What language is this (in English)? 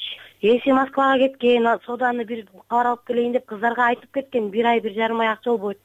Kyrgyz